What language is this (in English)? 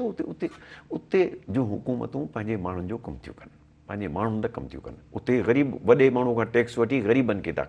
Sindhi